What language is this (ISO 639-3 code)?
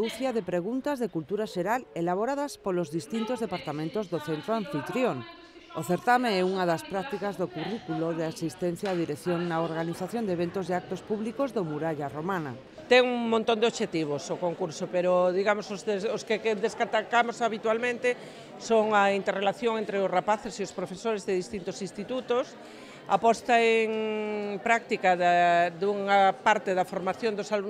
glg